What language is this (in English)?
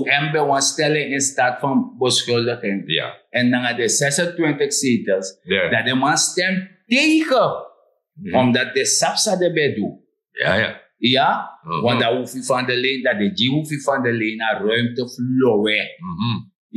Sranan Tongo